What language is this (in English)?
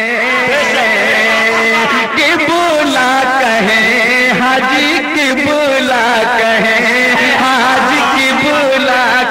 Hindi